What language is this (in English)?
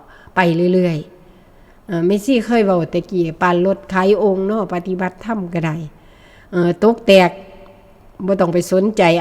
Northeastern Thai